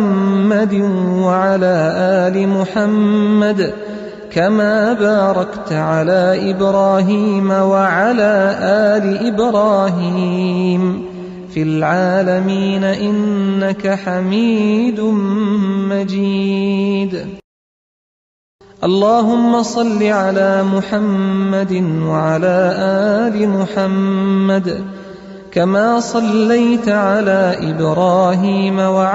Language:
Arabic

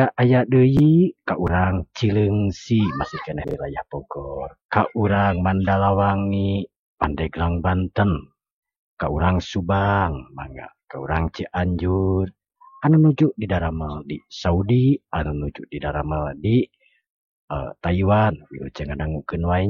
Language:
Sundanese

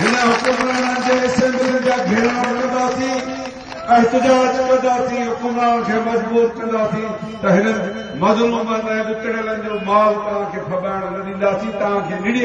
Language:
Sindhi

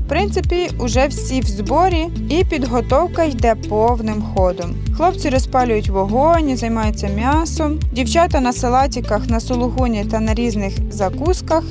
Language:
Ukrainian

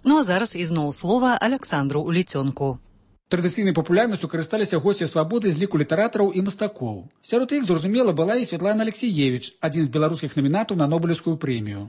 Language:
Belarusian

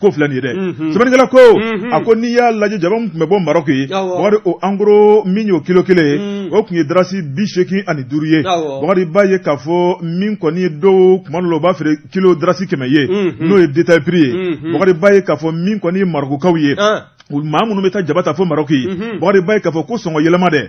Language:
Bambara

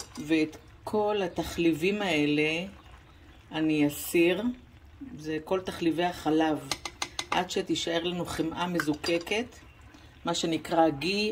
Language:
Hebrew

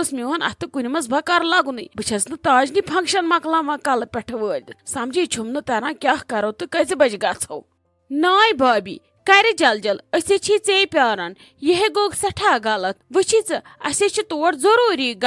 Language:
Kashmiri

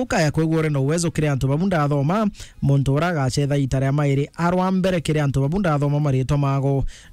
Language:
Meru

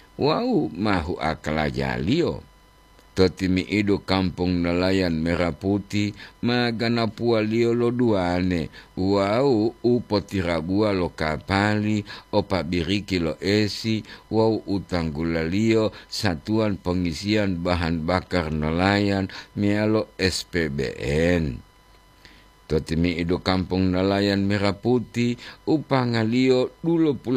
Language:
Gorontalo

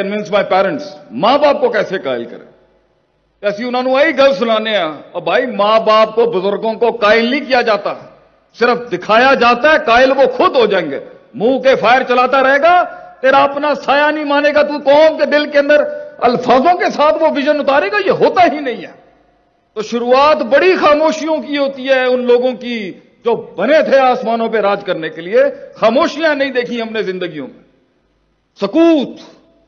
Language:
Urdu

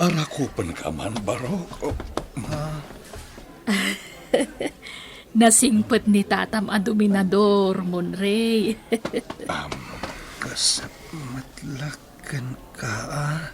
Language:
Iloko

